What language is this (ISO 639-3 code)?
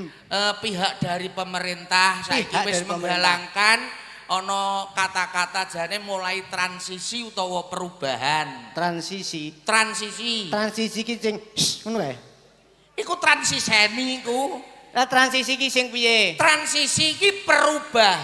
jav